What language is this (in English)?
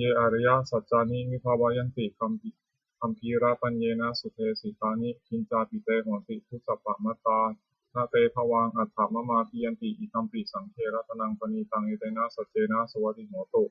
Pali